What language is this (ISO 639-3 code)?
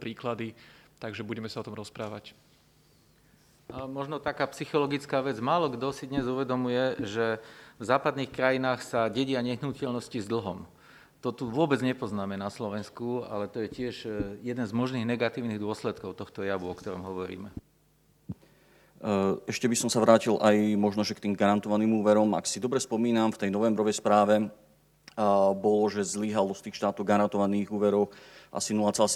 slk